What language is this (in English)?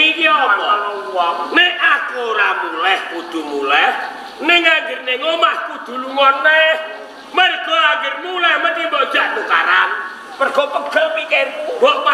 Javanese